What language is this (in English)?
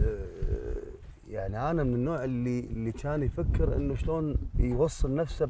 Mesopotamian Arabic